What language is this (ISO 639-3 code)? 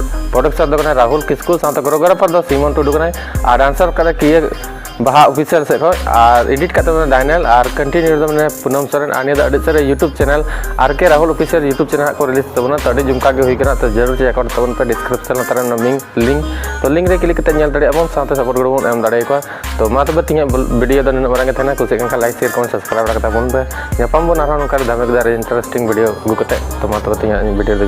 sat